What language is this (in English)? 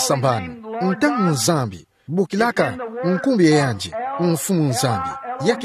Kituba (Democratic Republic of Congo)